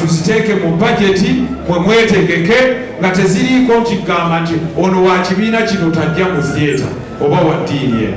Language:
Ganda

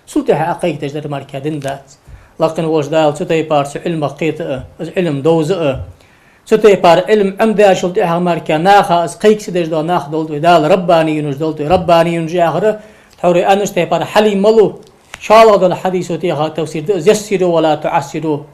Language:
Ingush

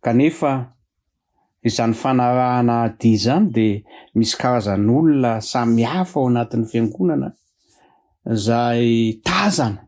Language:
Malagasy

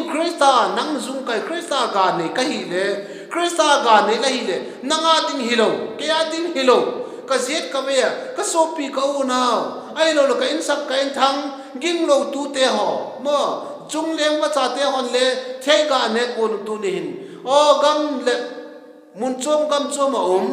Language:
Vaiphei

